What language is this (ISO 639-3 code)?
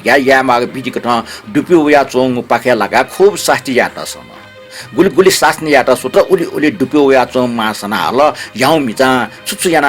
new